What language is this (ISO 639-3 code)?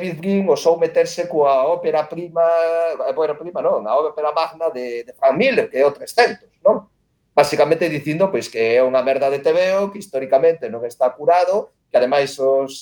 glg